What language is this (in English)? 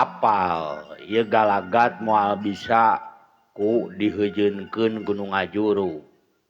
Sundanese